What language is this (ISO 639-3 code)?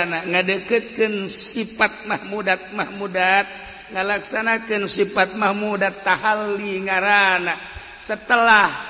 sun